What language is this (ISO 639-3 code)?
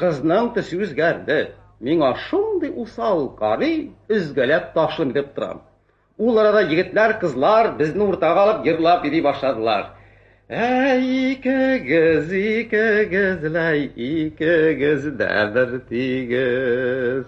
tat